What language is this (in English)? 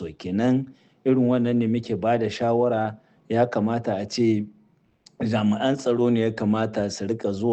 Hausa